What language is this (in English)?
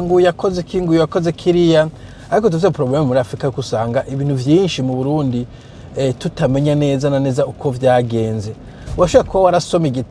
Rundi